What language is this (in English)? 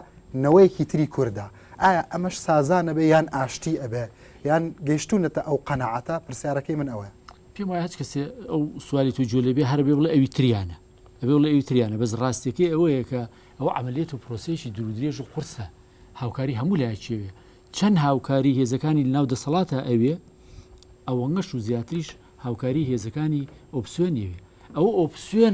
Central Kurdish